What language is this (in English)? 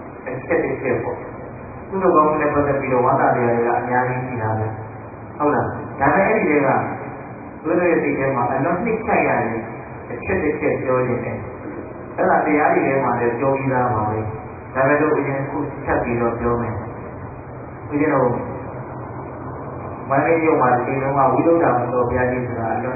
Burmese